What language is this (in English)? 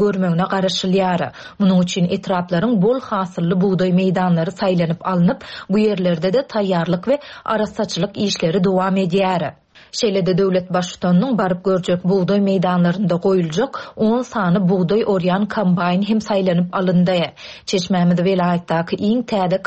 Turkmen